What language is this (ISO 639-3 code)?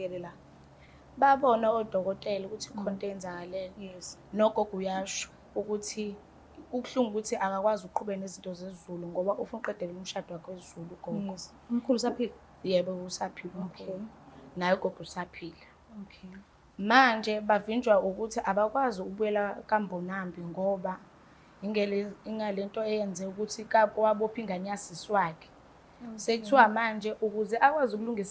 zul